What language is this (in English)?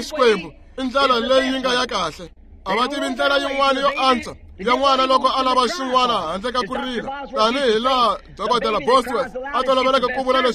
Tsonga